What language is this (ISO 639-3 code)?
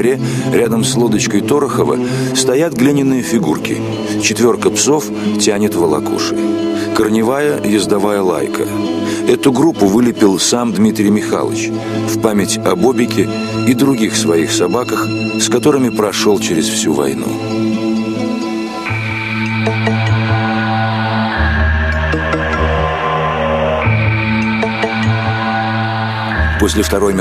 rus